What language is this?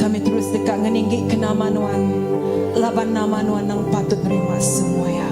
Iban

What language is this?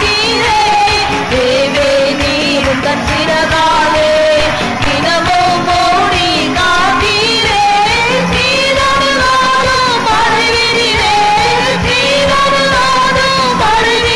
Tamil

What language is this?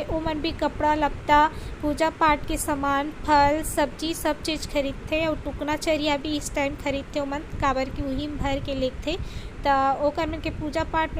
Chhattisgarhi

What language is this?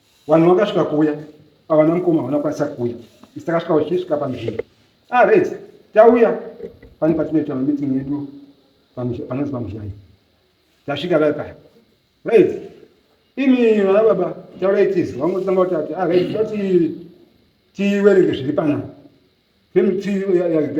Shona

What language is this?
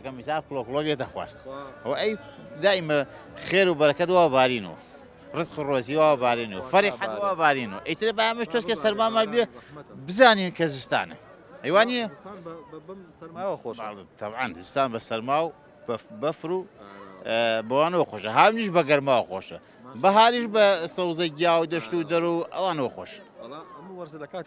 Central Kurdish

